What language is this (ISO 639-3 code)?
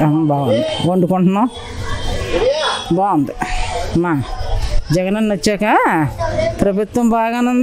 tel